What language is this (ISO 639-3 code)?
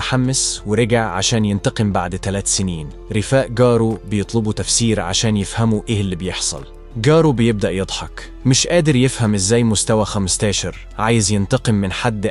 arz